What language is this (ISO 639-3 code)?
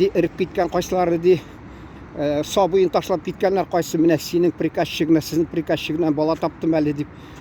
tat